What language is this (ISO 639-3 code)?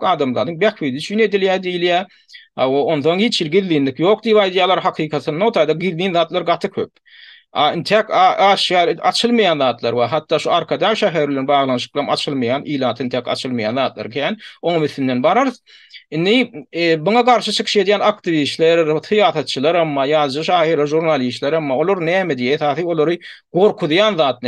tuk